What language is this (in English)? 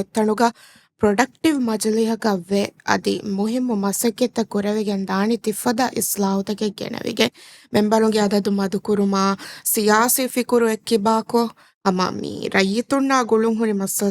Divehi